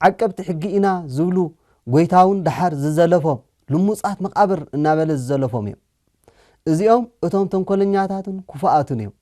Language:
Tigrinya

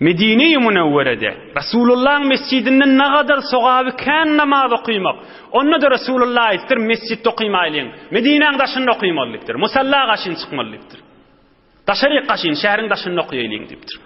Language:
Turkmen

